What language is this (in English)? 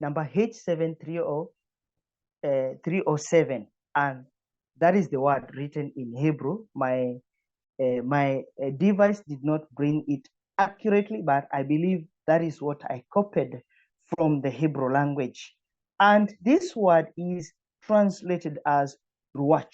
English